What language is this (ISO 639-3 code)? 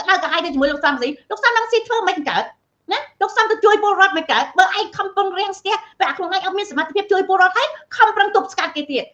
khm